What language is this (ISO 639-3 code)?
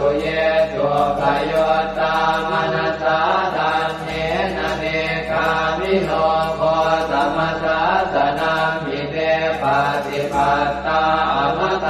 pli